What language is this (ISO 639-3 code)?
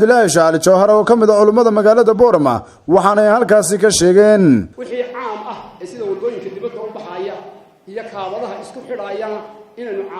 som